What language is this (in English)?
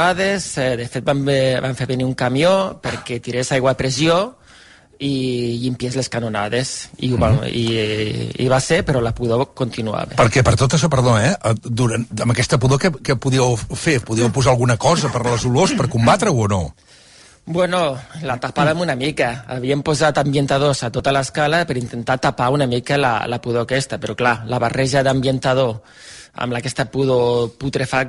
Catalan